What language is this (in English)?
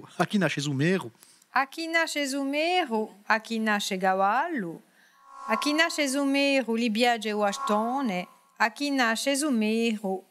Corsican